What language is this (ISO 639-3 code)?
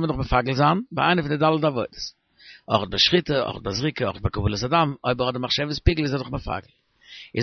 yid